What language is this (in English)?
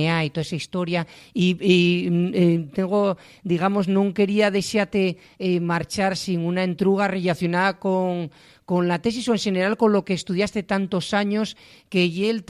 Asturian